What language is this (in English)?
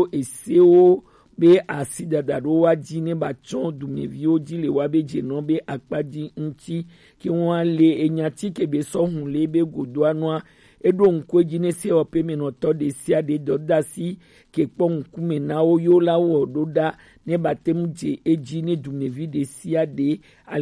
Gen